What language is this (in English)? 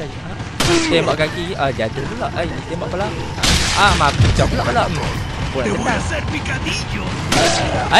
Malay